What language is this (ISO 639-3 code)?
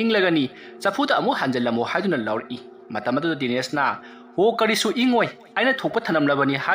mni